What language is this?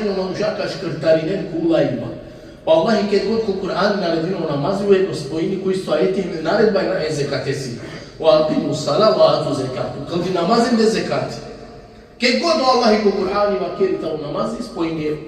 Balkan Romani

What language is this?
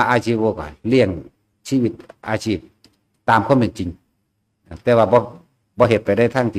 Northeastern Thai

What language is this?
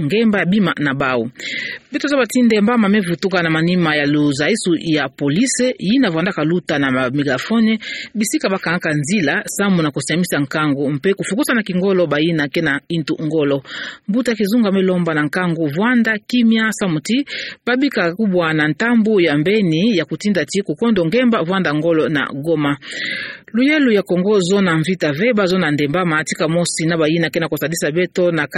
Kituba (Democratic Republic of Congo)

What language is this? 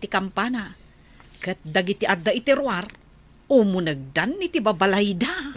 Iloko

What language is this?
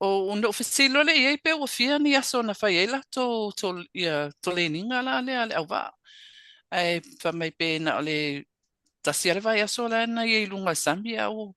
Samoan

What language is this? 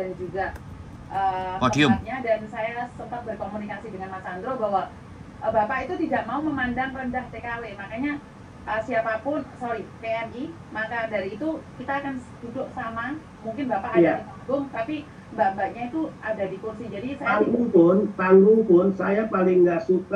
Indonesian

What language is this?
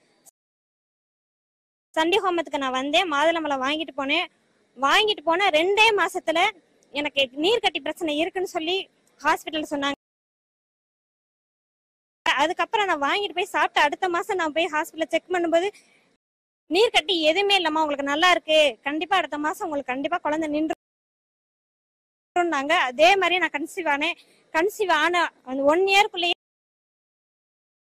Tamil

